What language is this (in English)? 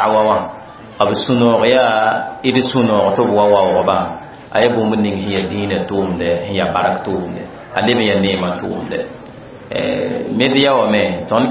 Mossi